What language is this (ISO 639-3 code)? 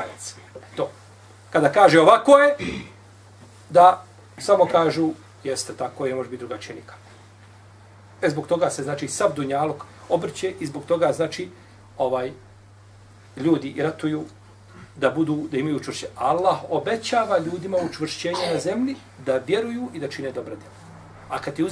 bos